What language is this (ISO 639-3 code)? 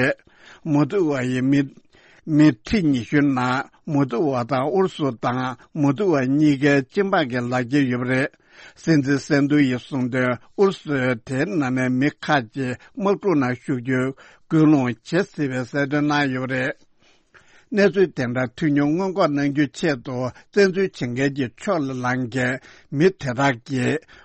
bod